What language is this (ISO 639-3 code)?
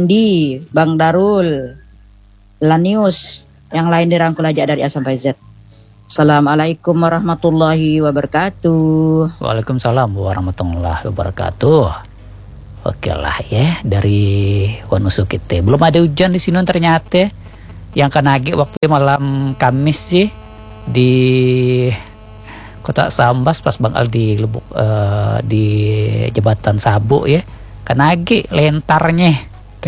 ind